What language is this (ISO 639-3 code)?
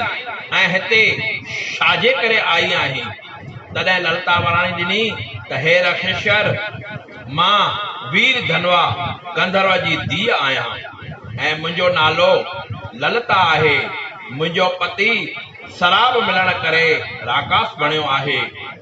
snd